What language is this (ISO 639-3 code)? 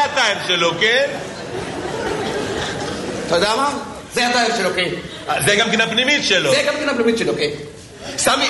heb